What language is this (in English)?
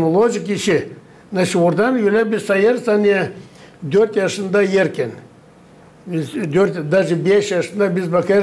Gagauz